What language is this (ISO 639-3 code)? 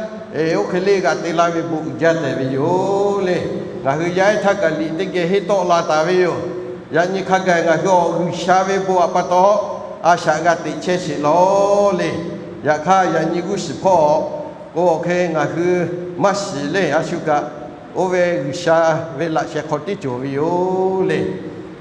lhu